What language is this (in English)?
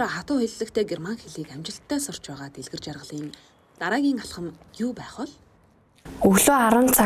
Mongolian